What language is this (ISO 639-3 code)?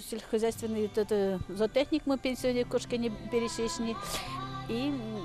udm